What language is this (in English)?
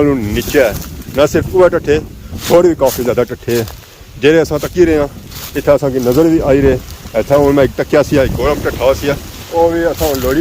Pahari-Potwari